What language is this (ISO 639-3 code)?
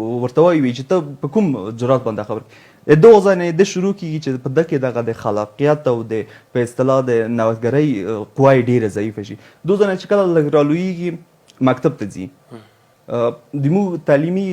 pus